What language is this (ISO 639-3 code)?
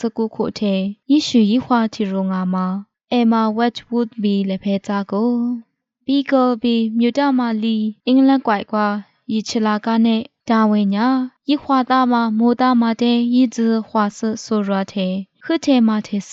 lis